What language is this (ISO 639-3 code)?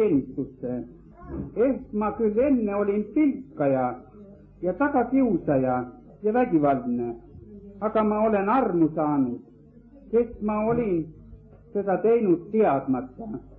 est